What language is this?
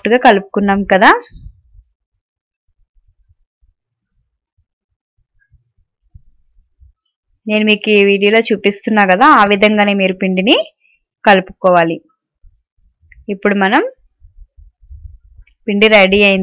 Telugu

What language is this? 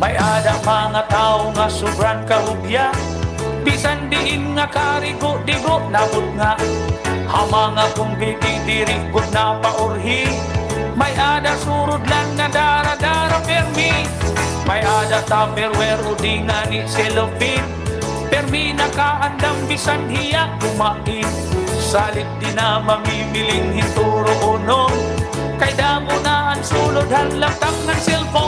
Waray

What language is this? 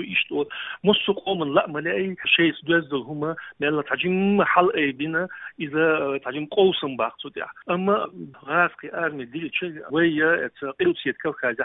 Chechen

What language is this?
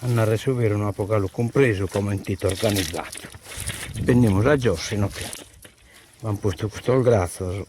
Sardinian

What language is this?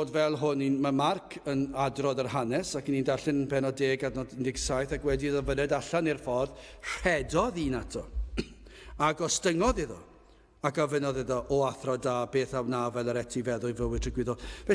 Welsh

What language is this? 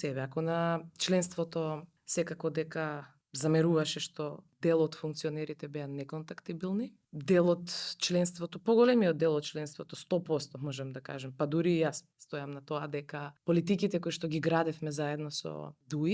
Macedonian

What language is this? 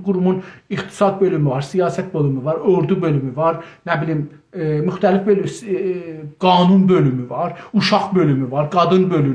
South Azerbaijani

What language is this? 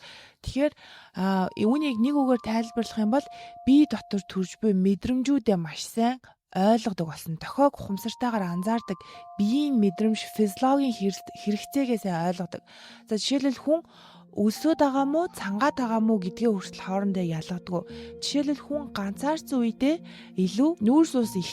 Mongolian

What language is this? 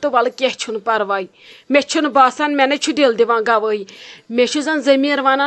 Kashmiri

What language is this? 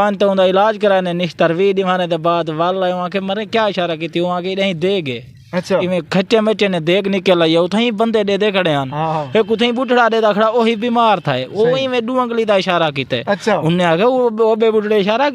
Saraiki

